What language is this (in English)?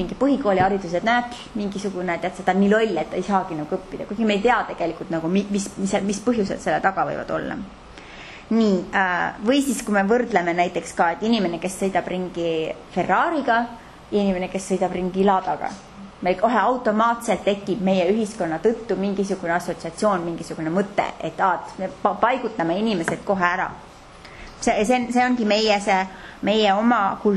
Estonian